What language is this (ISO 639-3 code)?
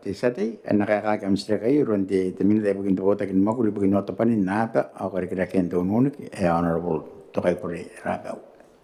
gil